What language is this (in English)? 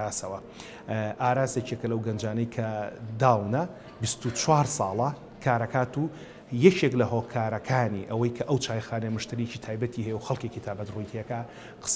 Central Kurdish